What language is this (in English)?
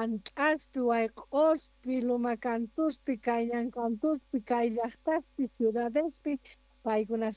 Quechua